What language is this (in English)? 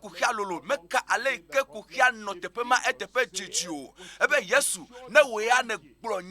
Ewe